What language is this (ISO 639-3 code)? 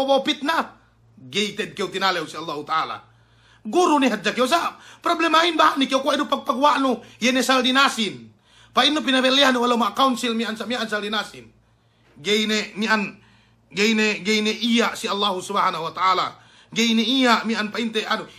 yka